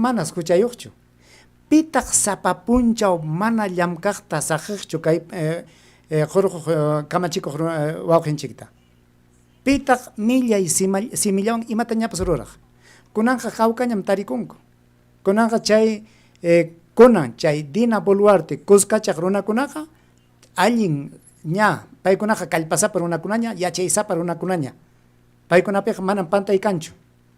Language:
Ayacucho Quechua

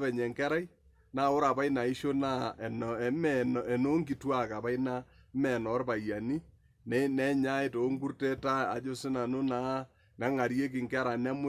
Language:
Masai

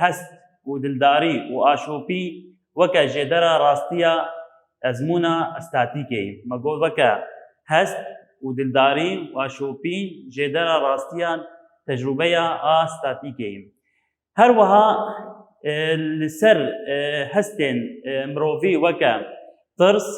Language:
Kurdish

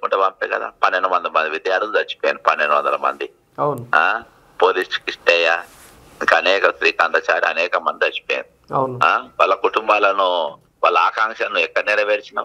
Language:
Telugu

